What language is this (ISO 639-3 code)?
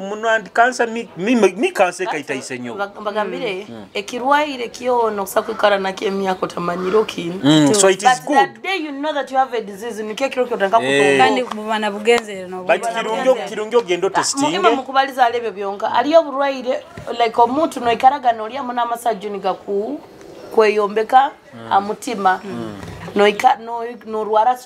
nyo